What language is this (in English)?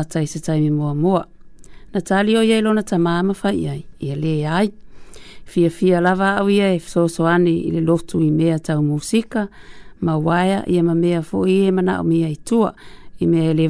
Samoan